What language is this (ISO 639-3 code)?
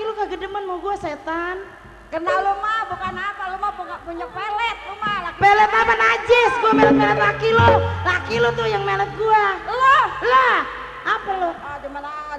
bew